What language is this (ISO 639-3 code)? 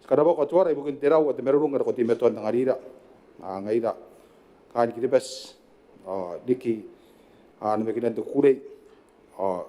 gil